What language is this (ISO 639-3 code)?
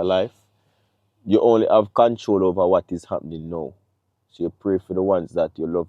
jam